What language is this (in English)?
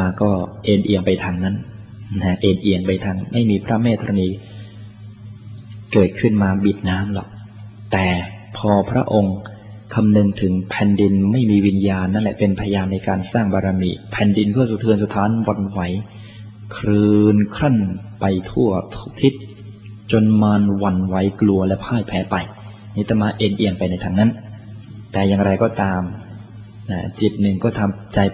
Thai